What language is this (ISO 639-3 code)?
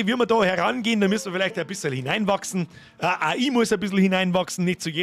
bar